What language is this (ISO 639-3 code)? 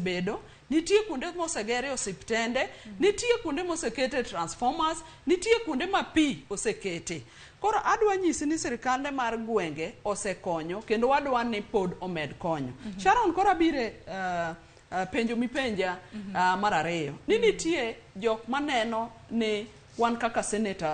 luo